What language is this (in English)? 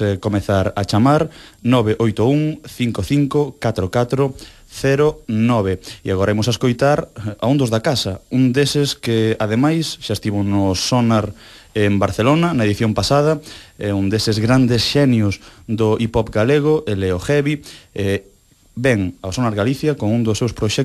Galician